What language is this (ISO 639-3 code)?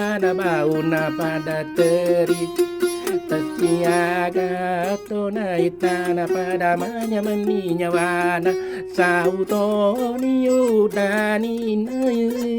bug